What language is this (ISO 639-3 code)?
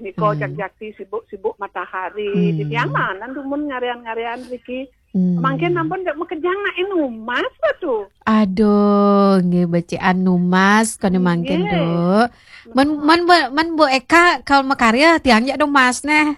ban